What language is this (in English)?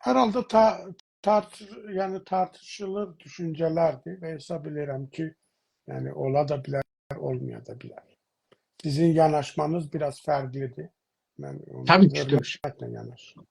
South Azerbaijani